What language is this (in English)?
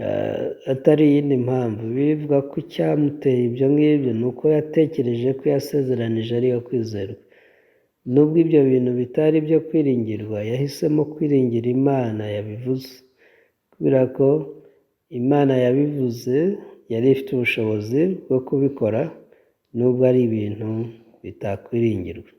Kinyarwanda